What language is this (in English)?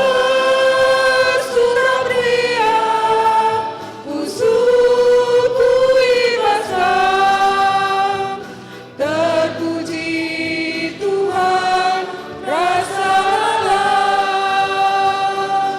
Batak Karo